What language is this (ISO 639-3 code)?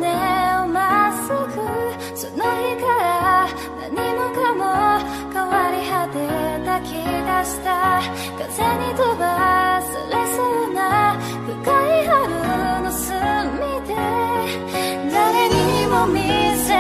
jpn